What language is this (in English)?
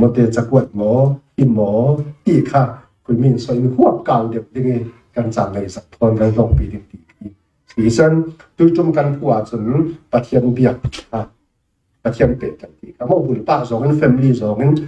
Falam Chin